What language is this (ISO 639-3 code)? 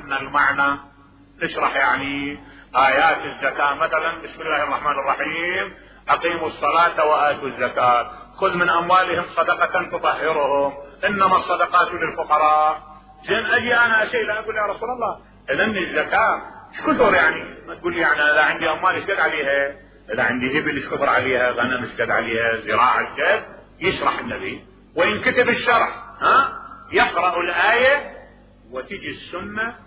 acm